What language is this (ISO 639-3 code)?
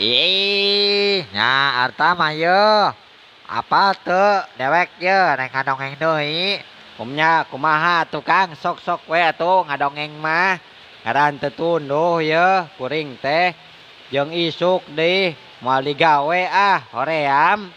sun